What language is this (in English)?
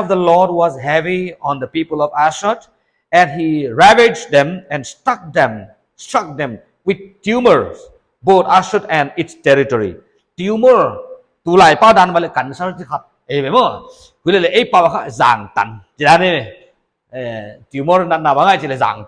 Paite Chin